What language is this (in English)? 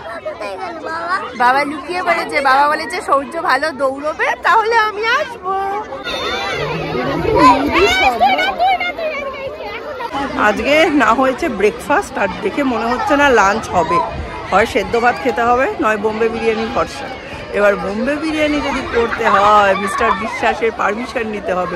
Bangla